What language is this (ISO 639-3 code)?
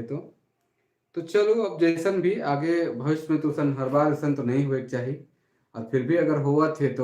sck